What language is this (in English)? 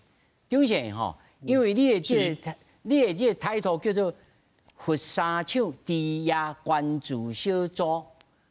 Min Nan Chinese